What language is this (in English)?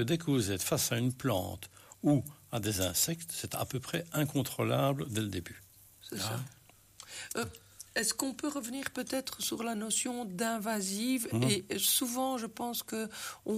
French